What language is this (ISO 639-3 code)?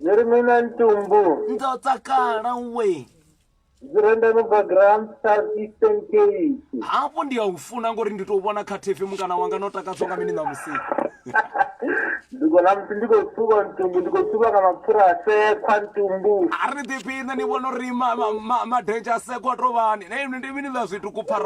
ven